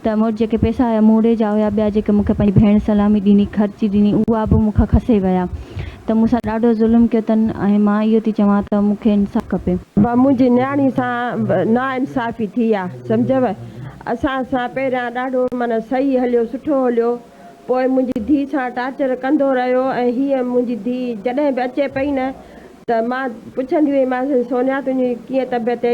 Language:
Sindhi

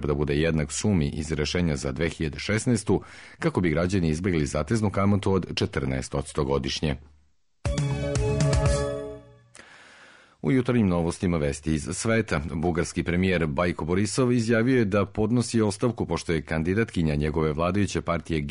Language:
Serbian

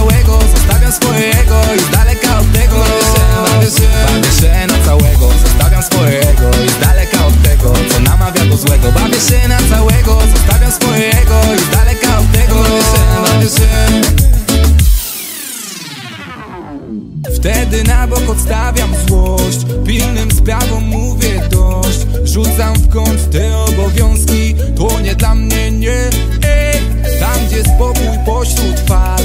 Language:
Polish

